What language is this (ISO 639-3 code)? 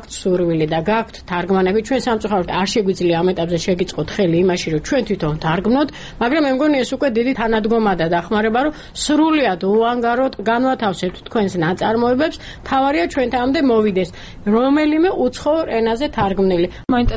kat